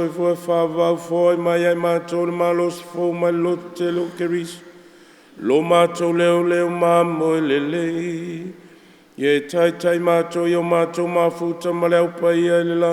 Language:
Samoan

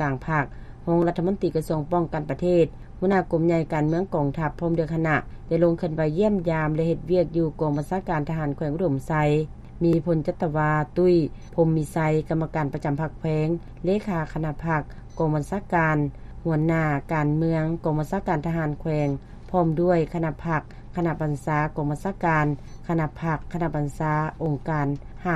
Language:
Lao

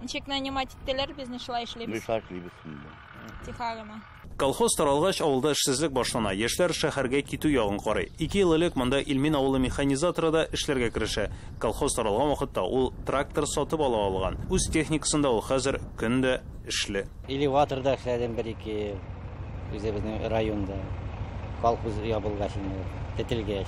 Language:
Tatar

